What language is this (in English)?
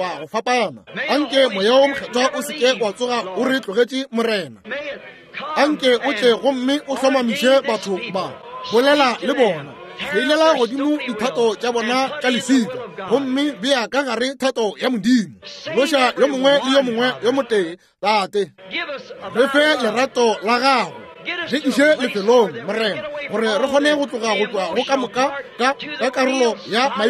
Northern Sotho